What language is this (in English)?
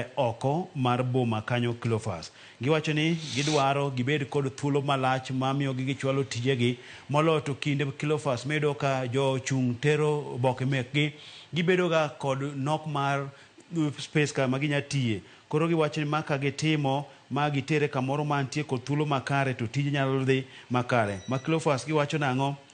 Luo (Kenya and Tanzania)